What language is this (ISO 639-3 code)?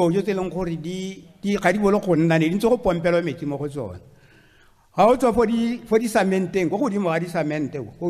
tsn